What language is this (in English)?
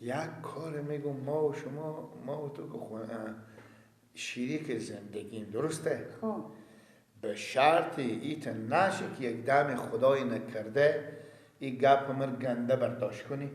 Persian